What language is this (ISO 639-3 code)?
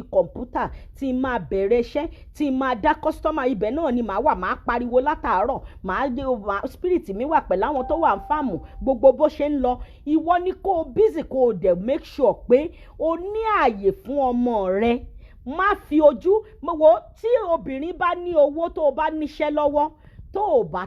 yor